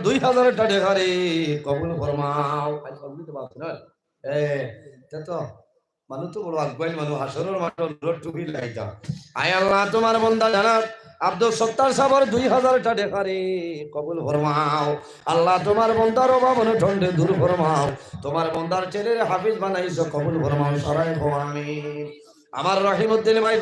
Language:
Sylheti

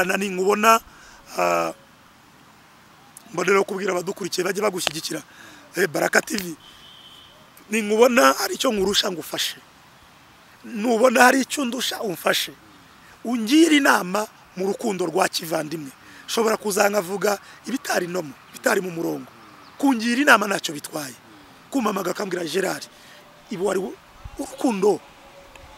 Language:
Kinyarwanda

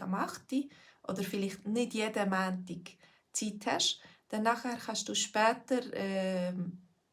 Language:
Swiss German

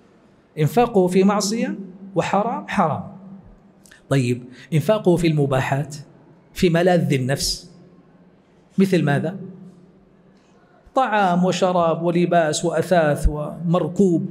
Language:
Arabic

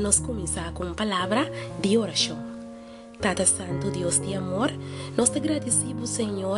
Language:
Papiamento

